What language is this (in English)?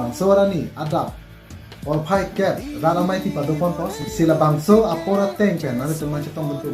Karbi